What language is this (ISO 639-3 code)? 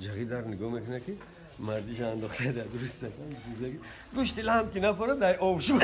tgk